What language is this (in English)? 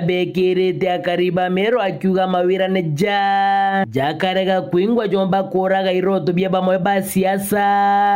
Meru